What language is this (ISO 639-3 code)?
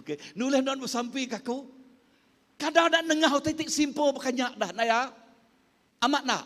iba